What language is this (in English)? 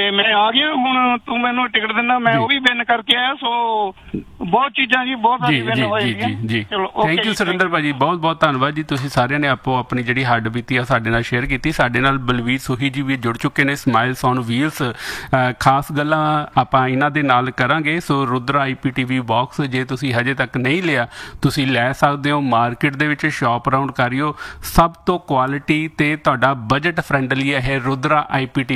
Punjabi